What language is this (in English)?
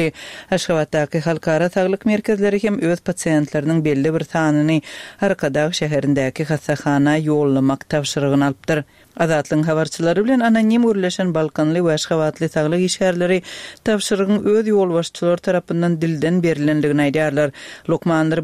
Turkmen